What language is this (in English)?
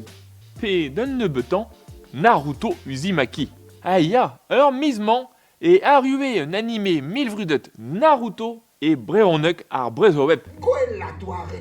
Breton